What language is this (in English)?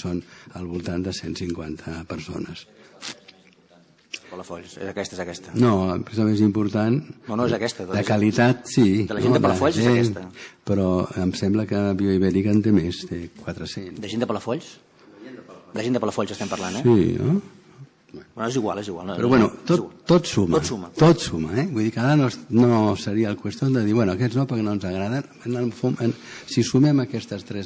Catalan